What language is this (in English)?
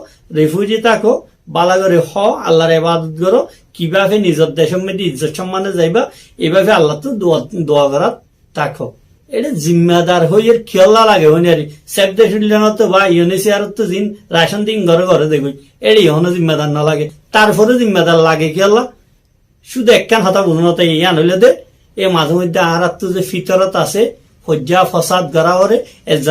Rohingya